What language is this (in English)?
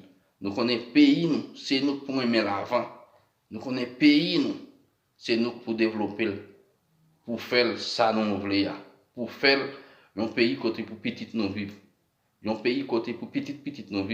Haitian Creole